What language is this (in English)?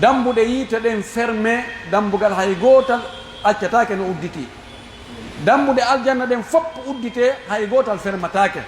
Pular